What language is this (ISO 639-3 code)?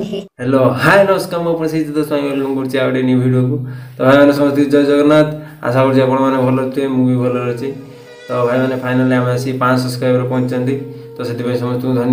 ori